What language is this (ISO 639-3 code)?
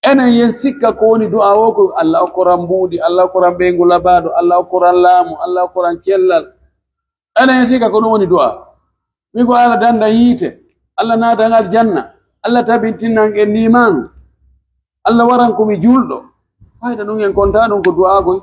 fuf